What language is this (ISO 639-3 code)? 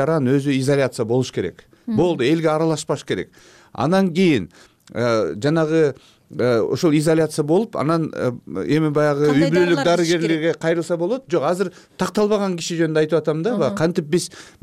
kir